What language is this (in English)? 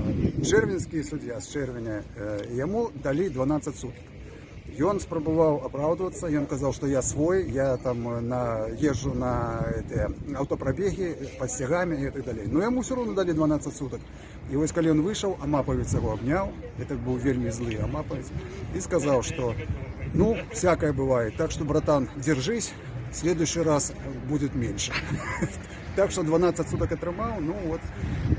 Belarusian